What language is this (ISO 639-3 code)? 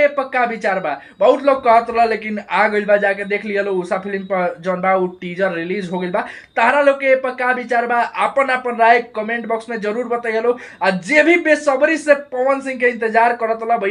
bho